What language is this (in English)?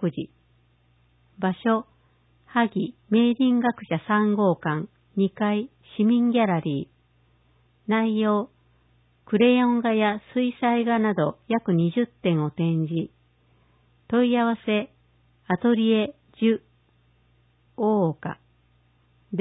Japanese